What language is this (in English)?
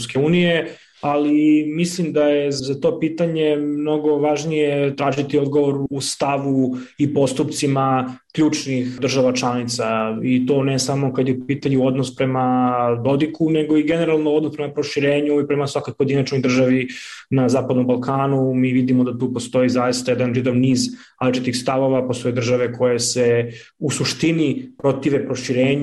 Serbian